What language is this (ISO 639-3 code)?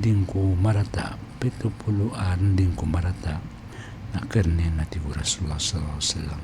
mrw